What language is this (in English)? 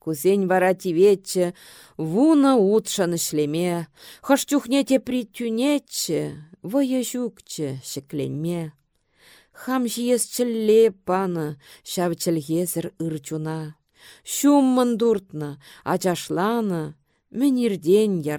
Chuvash